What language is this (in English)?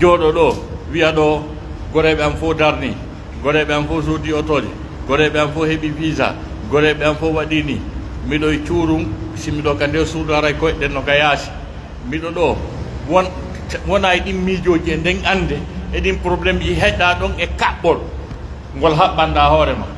Pular